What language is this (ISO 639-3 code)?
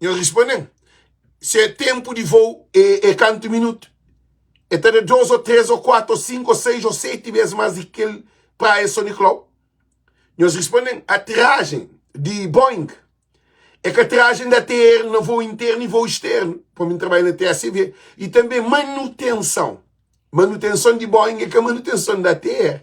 kea